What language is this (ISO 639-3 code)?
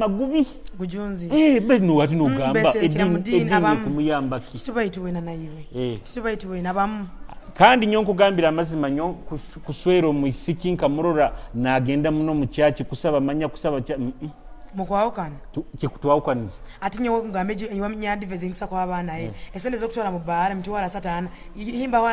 nyo